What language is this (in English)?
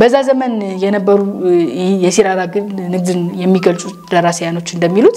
Amharic